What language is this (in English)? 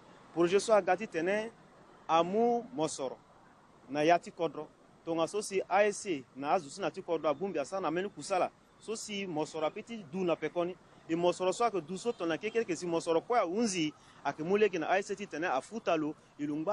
Sango